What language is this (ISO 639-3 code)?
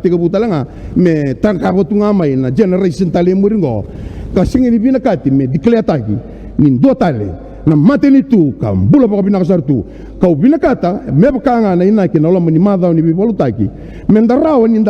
fij